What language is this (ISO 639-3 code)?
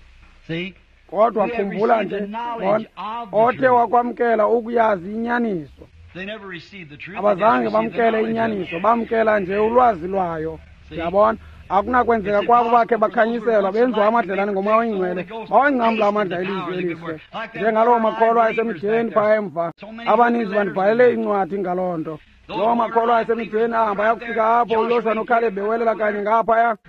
xho